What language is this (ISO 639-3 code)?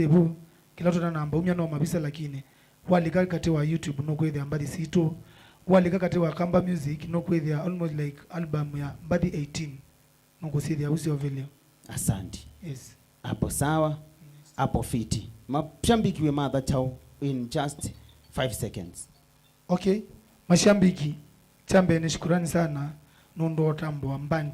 kam